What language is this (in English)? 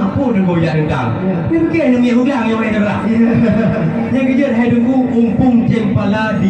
Achinese